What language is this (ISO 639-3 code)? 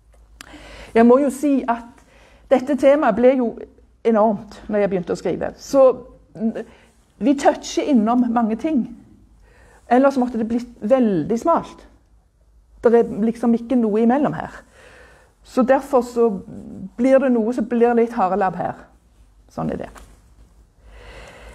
nor